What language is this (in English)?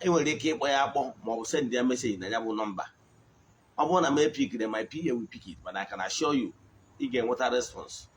Igbo